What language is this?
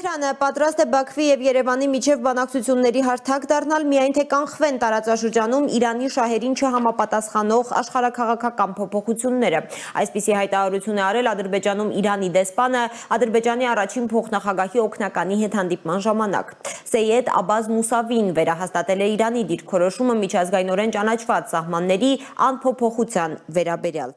Armenian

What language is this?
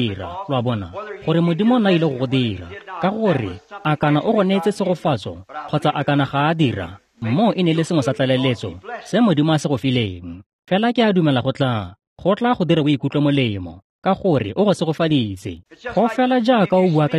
Tswana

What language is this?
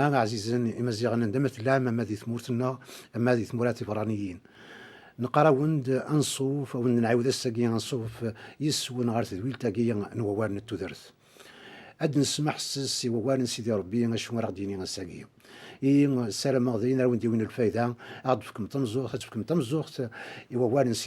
Kabyle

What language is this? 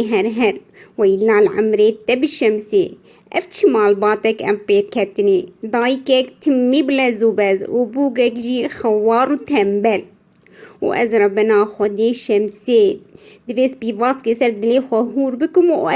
Kurdish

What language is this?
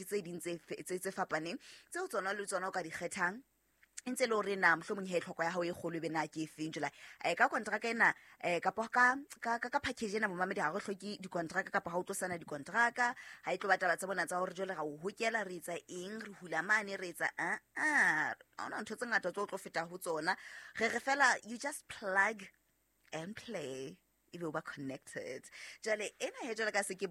Southern Sotho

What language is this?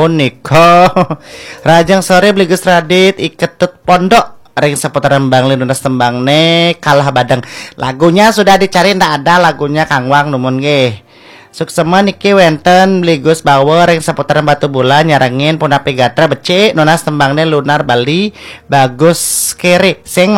Balinese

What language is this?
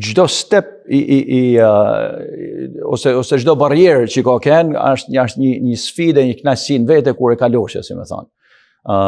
Albanian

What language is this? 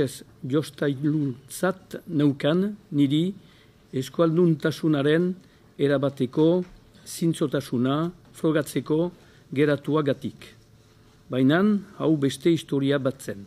Basque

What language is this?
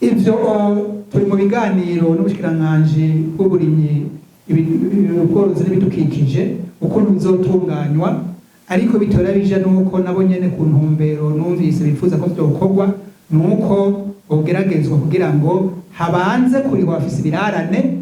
Rundi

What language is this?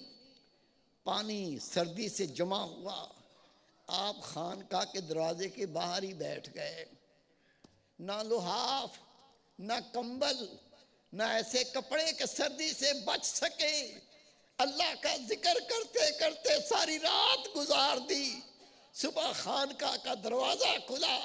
Urdu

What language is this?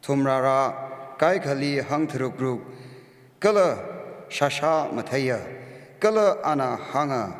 Tangkhul Naga (India)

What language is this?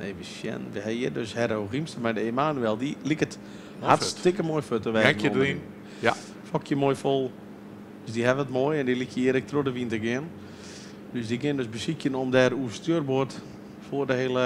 Western Frisian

